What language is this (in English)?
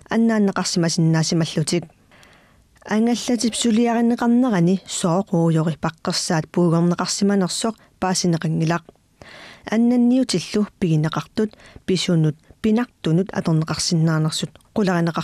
Kalaallisut